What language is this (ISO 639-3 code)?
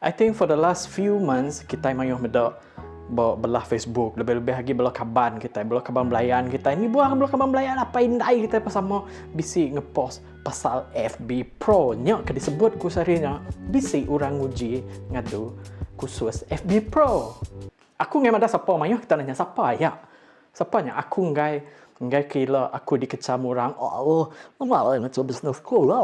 iba